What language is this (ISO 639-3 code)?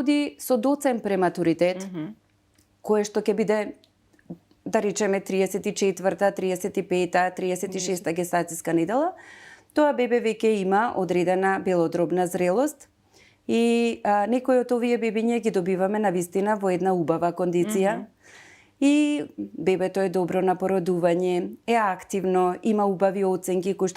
mkd